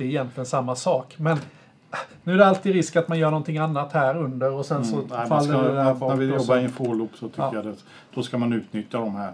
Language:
Swedish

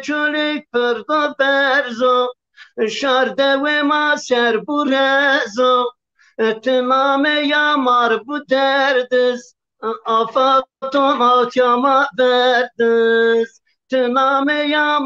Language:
Zaza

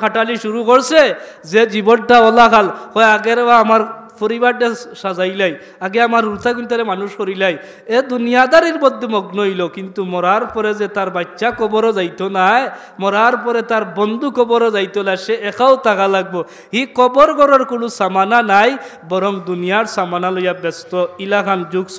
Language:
Sylheti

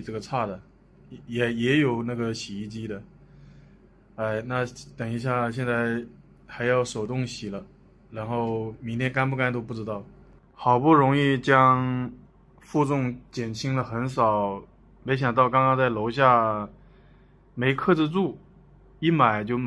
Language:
Chinese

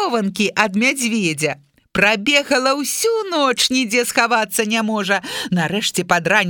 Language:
Belarusian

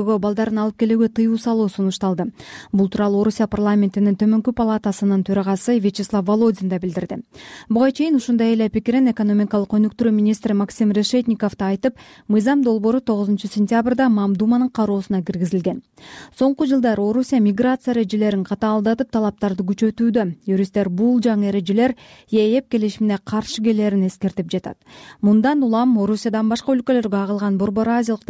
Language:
Kyrgyz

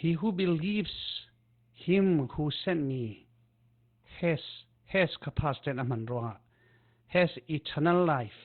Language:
Falam Chin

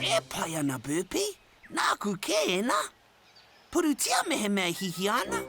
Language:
Māori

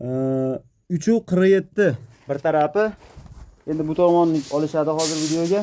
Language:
Uzbek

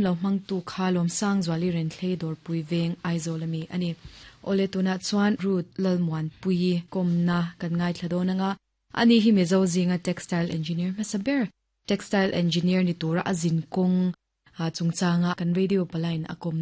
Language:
Mizo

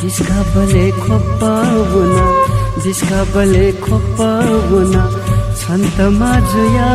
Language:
Newari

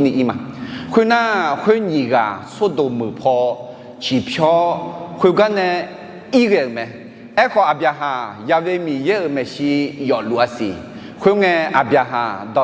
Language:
Akha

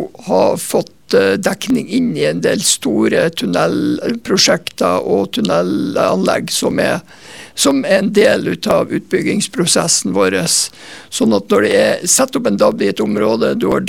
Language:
Norwegian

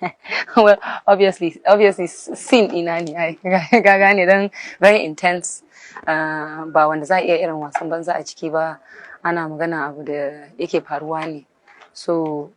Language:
Hausa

